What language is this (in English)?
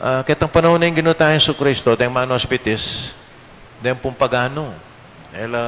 Pampanga